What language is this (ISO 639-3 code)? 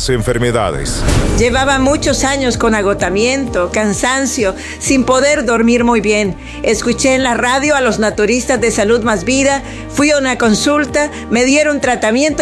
spa